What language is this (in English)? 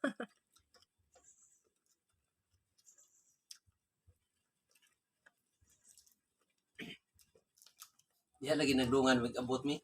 Cebuano